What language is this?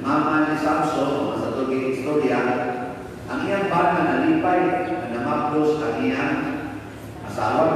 Cebuano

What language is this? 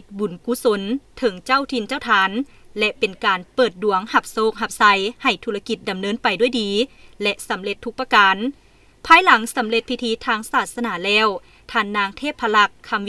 Lao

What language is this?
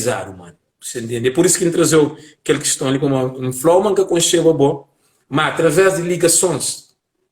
Kabuverdianu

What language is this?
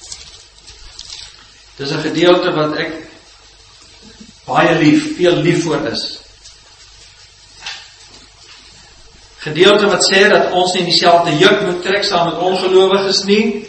Afrikaans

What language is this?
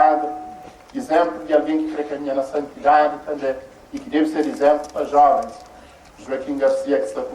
Kabuverdianu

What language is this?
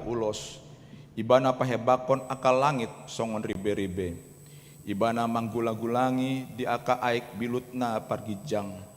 Batak Toba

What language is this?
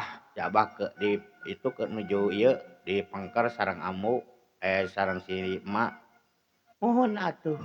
Sundanese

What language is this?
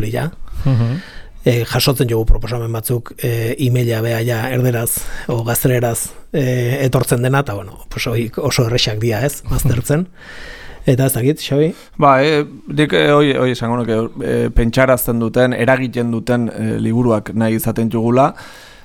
Basque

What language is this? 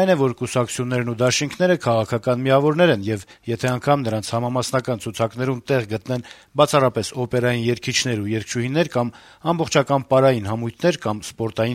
Armenian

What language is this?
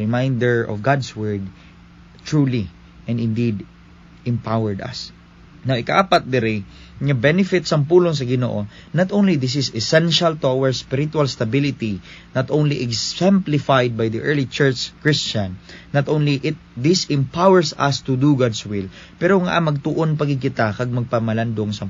Hiligaynon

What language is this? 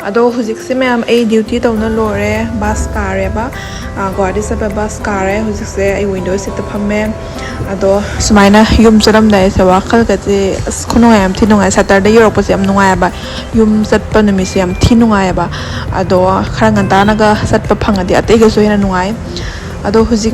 Manipuri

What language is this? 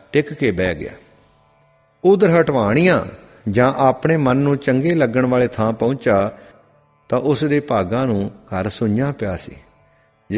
Punjabi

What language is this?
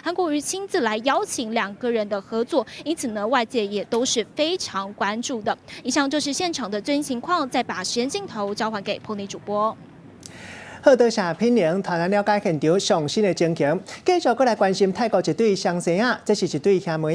Min Nan Chinese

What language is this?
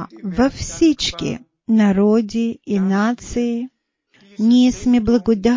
Bulgarian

